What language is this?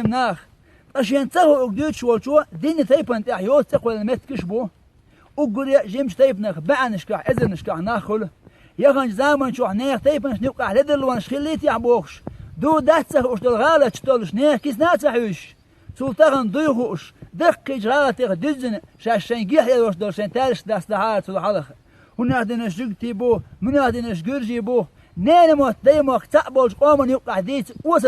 Chechen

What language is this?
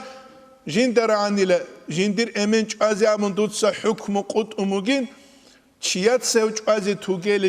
Avaric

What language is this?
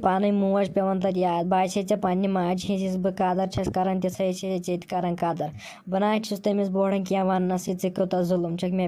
Kashmiri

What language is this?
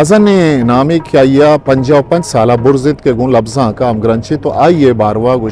Eastern Balochi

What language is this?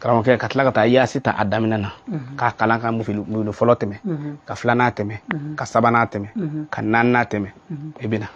Bambara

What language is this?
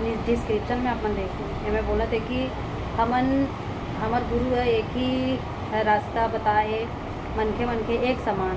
Chhattisgarhi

